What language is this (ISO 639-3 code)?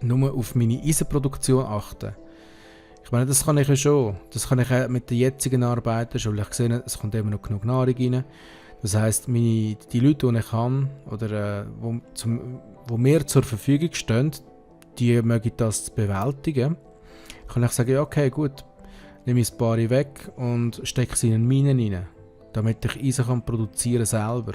gsw